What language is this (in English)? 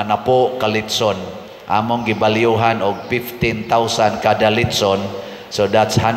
Cebuano